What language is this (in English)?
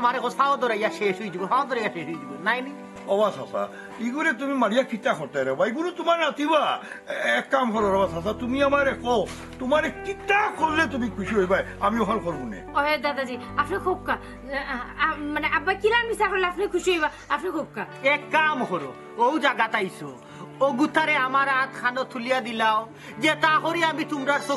Sylheti